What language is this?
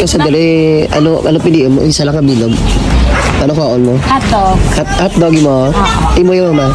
Hiligaynon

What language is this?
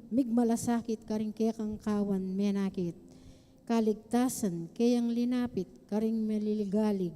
Pampanga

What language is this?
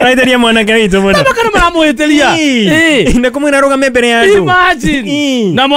Kikuyu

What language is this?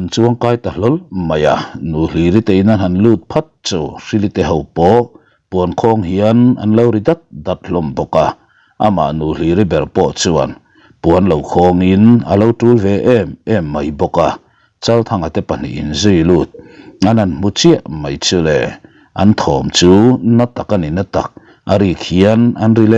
Mizo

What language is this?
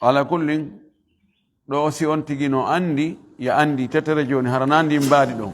Fula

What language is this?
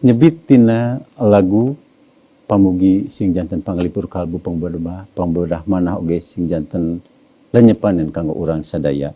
Sundanese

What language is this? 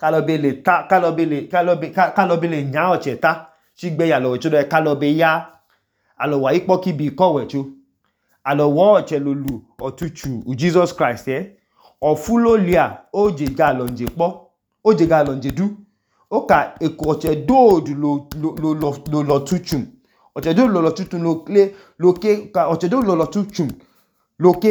Idoma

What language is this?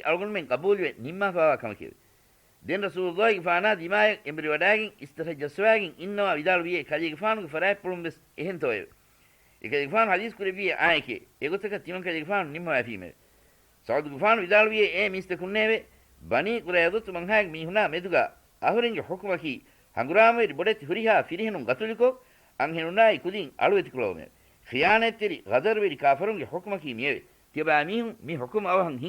Divehi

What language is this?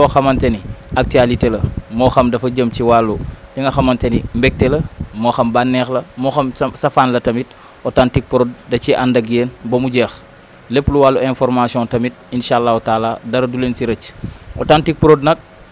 Wolof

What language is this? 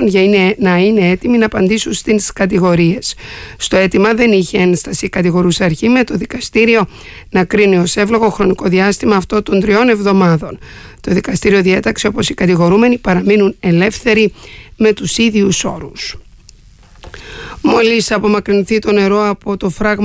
Greek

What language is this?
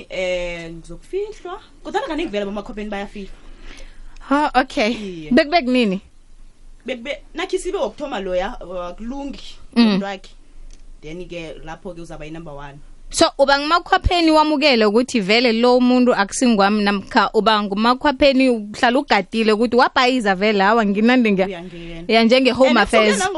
South Ndebele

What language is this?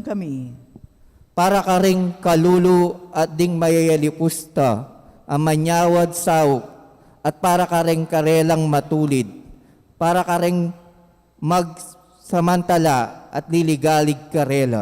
Pampanga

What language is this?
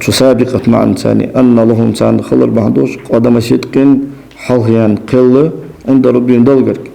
Ingush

